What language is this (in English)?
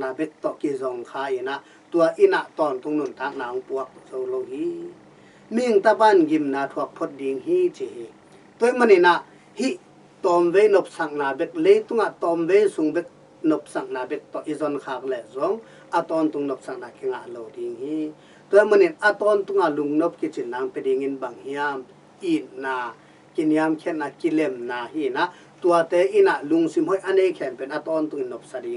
Tedim Chin